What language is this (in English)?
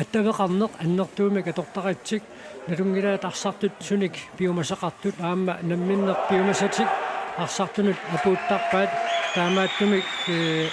Kalaallisut